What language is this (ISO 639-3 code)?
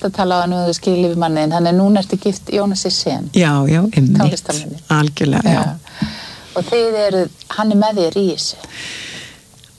isl